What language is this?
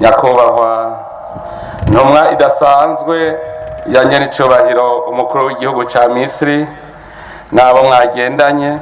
Rundi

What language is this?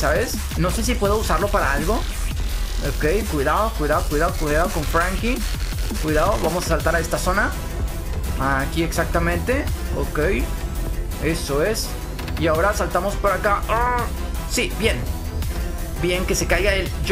Spanish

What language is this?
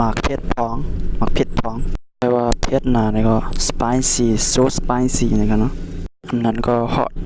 Shan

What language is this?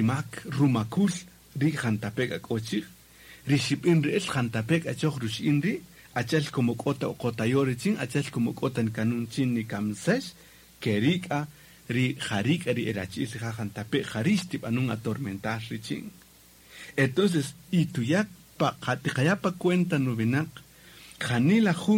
Kaqchikel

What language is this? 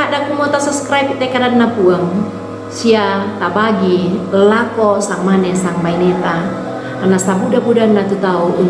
Toraja-Sa'dan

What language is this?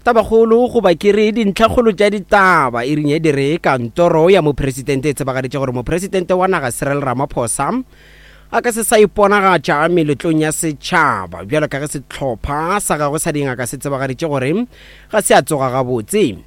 Northern Sotho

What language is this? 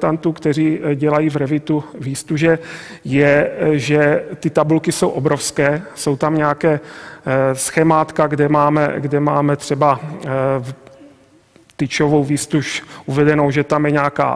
Czech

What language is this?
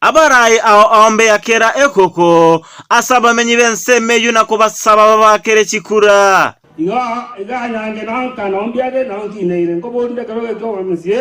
Gusii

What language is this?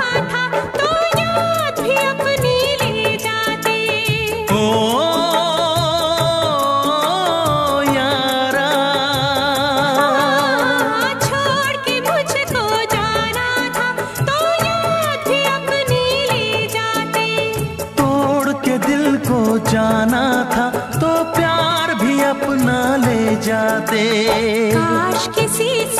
Hindi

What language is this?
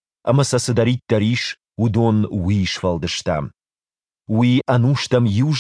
Ossetic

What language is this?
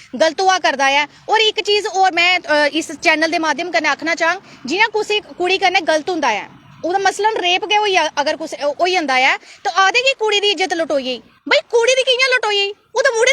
Dogri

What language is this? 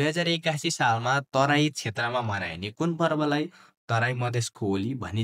Nepali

